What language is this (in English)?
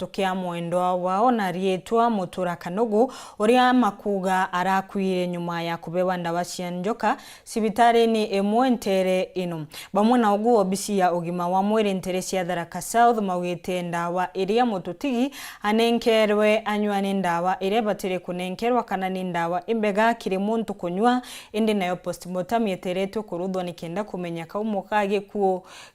Meru